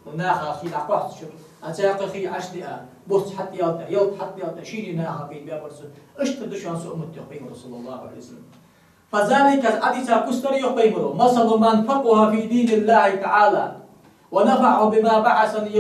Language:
Ingush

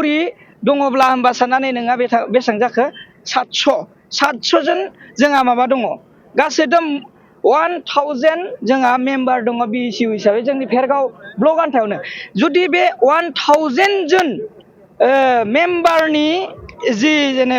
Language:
Bodo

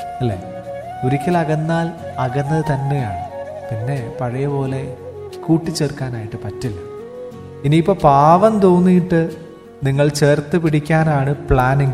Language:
Malayalam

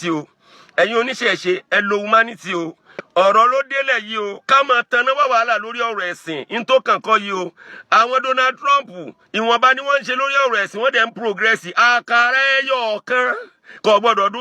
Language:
Yoruba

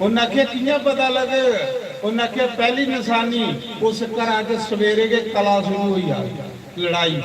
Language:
Dogri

